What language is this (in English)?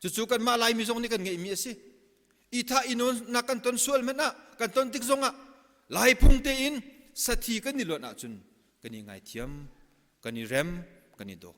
Hakha Chin